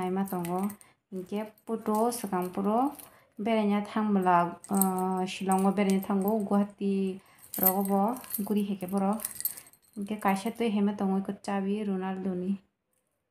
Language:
Kok Borok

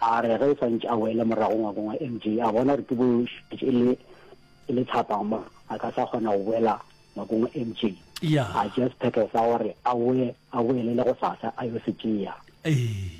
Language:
Northern Sotho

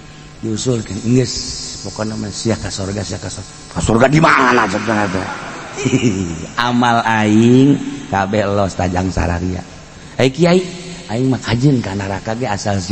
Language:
Sundanese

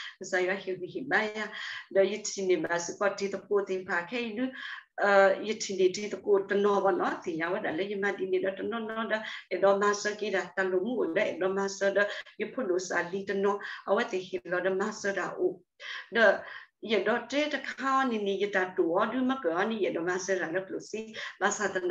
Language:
S'gaw Karen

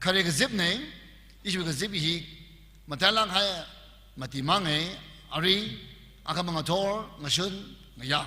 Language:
Tangkhul Naga (India)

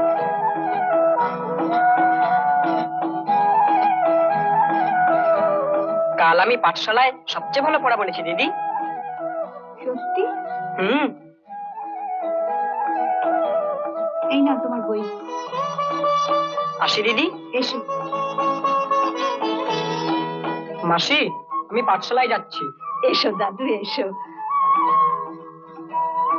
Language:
Bangla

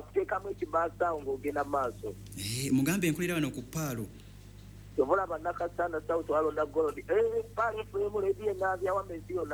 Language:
Ganda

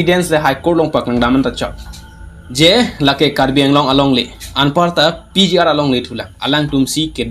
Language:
Karbi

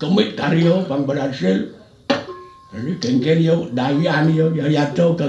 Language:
Balinese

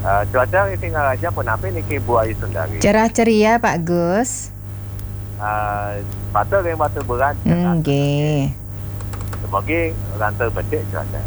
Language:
Balinese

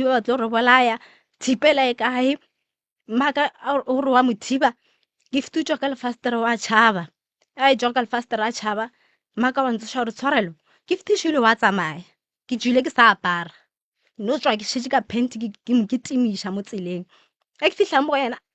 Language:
Northern Sotho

